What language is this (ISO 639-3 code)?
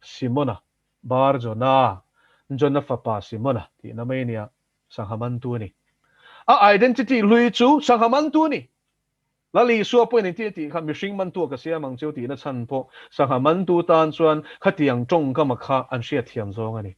lus